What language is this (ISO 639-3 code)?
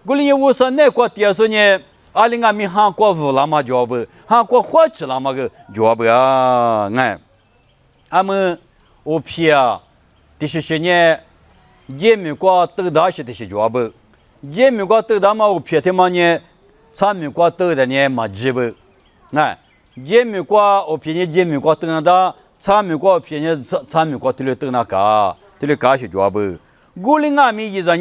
lis